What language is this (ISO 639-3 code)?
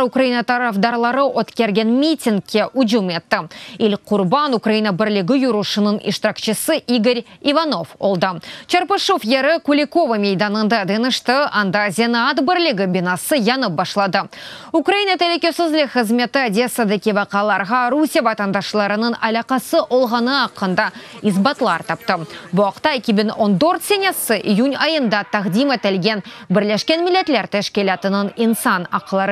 crh